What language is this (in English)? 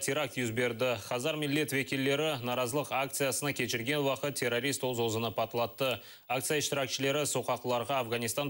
Crimean Tatar